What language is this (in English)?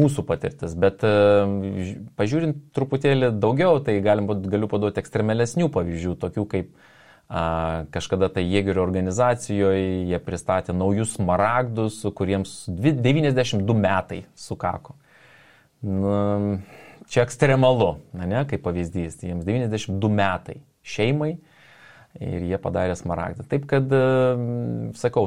Lithuanian